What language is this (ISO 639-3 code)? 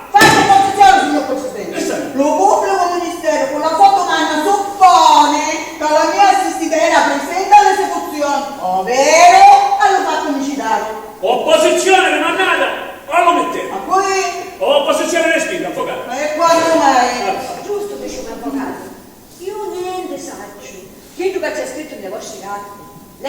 scn